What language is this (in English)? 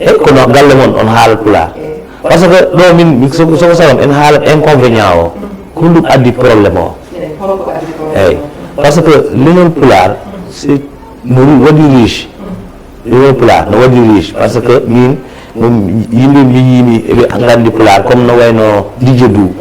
Fula